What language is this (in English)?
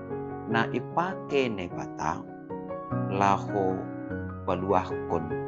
Batak Simalungun